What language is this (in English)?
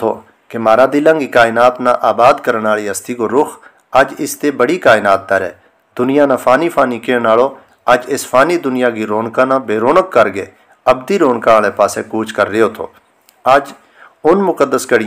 Gujari